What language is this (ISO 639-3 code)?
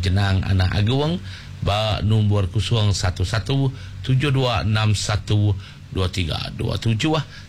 iba